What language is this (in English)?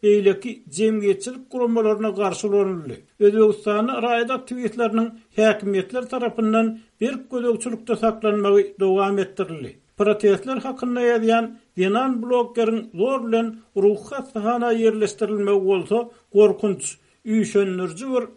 Turkmen